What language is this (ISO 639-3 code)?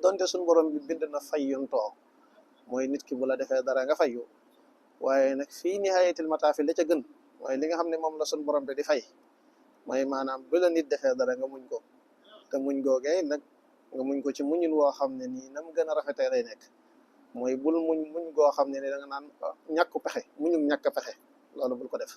wol